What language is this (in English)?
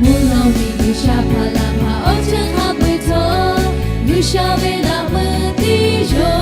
Lahu